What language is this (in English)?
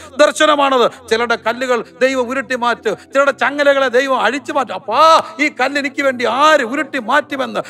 Malayalam